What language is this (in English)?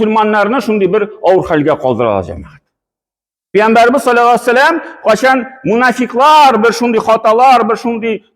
Tatar